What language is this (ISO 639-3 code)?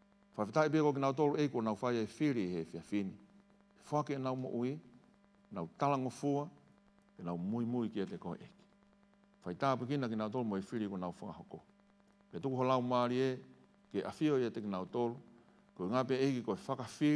ton